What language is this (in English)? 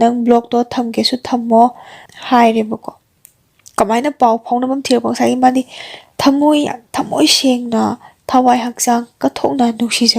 Manipuri